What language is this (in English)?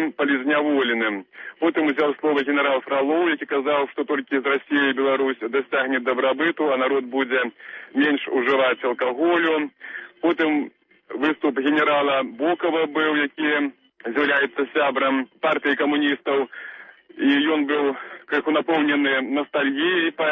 Belarusian